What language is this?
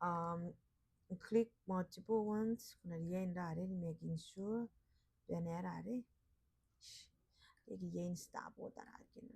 Gilbertese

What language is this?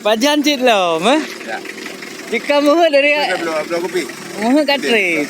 Achinese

